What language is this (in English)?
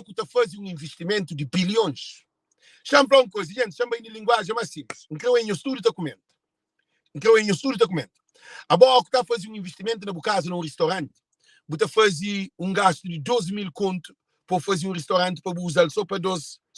Kabuverdianu